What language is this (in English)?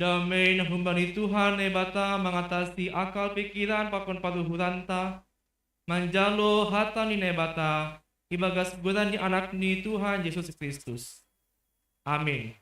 Batak Simalungun